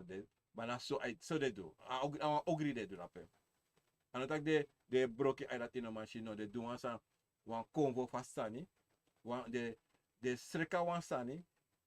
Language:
Sranan Tongo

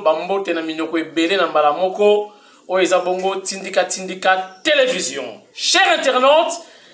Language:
Lingala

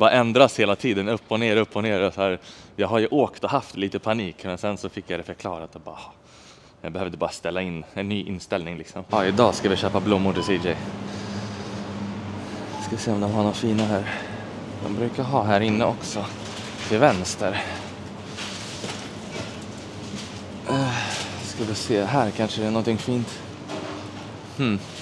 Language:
Swedish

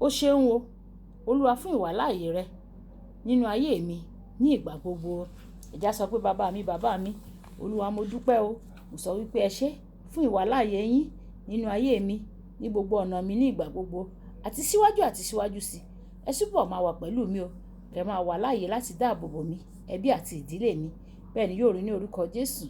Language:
Yoruba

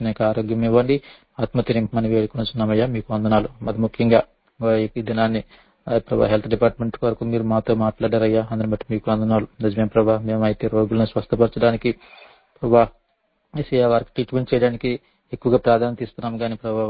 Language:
Telugu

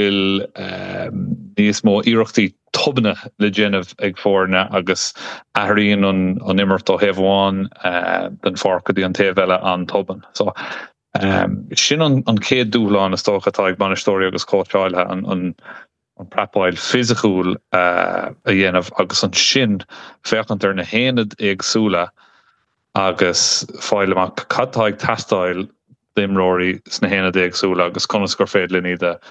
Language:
Irish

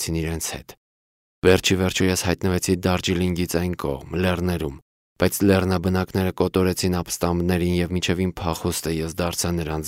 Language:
Armenian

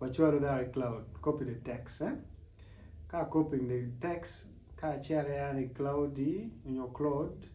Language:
Acoli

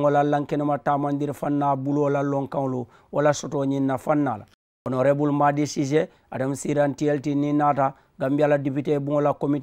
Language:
Mandingo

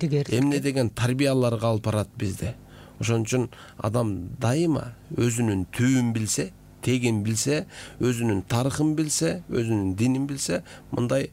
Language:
Kyrgyz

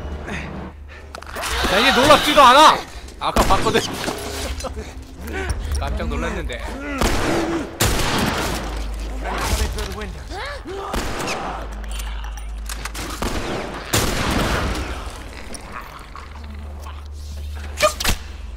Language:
Korean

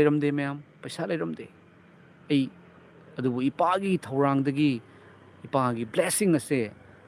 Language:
Manipuri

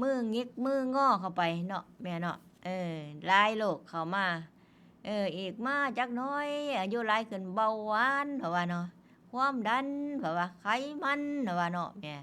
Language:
Northeastern Thai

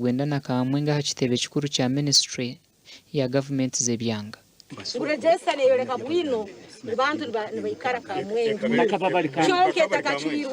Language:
Nyankole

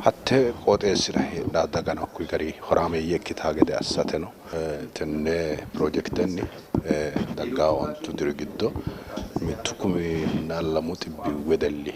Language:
Sidamo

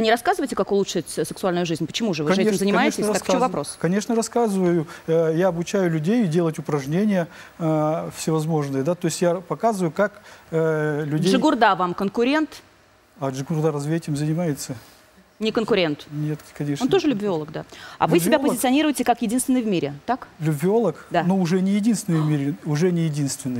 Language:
Russian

